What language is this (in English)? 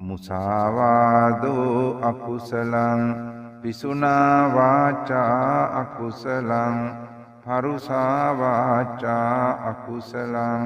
Sinhala